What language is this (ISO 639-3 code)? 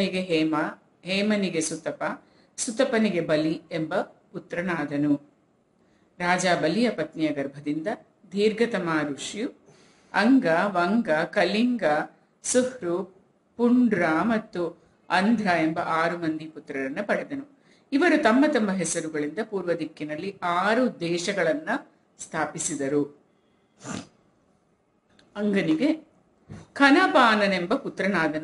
kan